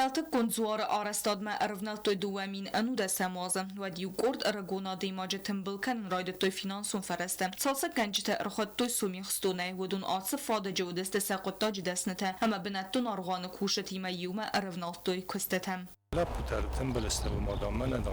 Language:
Ossetic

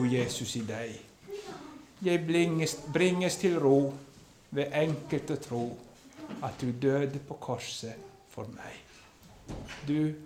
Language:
Norwegian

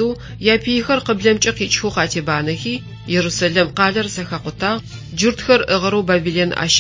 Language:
Adyghe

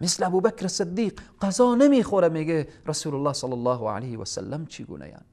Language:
Persian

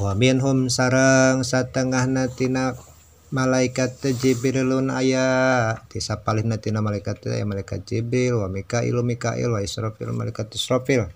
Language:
Sundanese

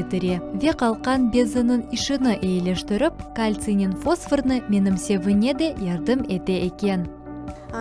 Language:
Crimean Tatar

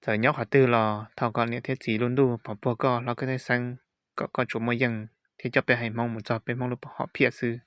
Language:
Hmong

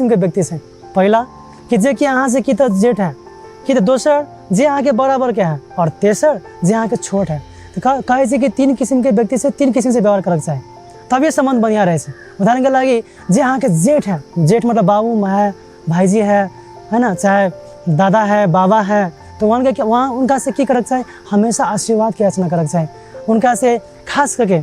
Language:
Maithili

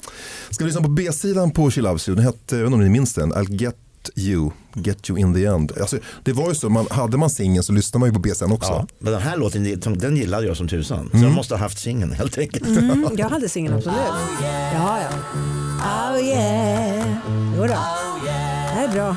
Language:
Swedish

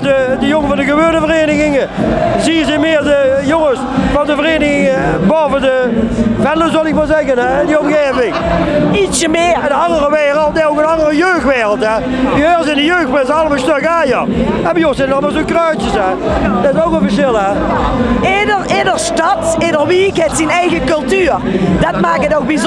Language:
Limburgish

